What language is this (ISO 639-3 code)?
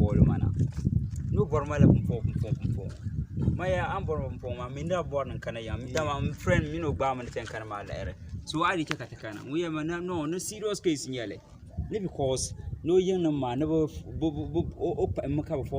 dag